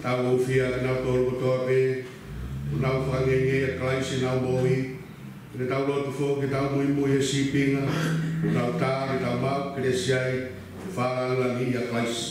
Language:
Tongan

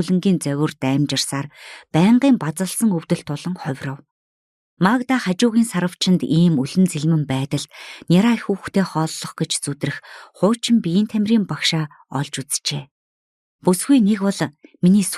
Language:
Mongolian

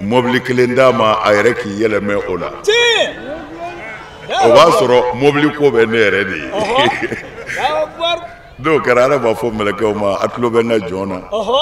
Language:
Bambara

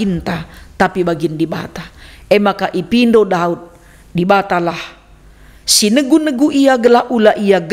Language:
Batak Karo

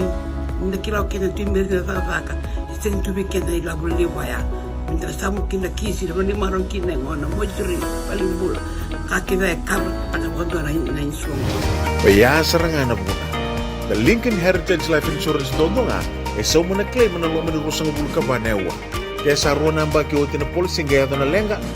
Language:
Fijian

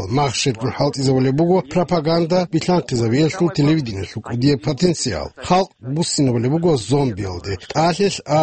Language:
Avaric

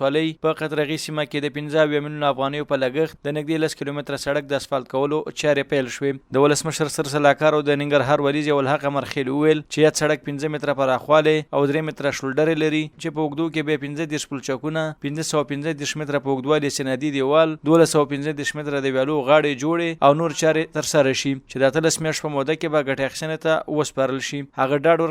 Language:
Pashto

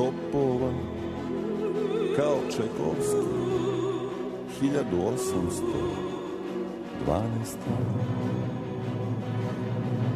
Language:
Serbian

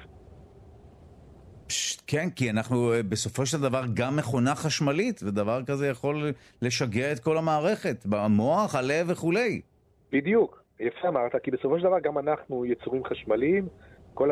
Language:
Hebrew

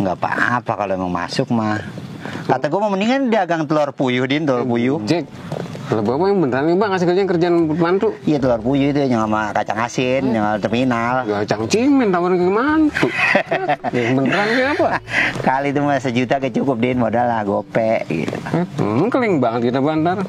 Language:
Betawi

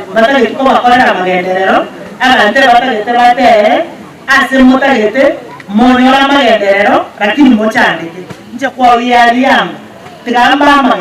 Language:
Gusii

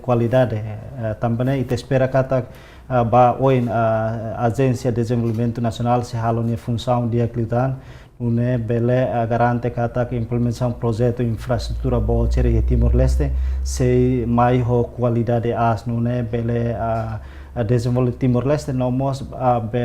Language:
Tetum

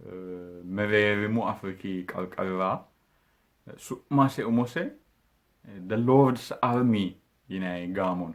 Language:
Sidamo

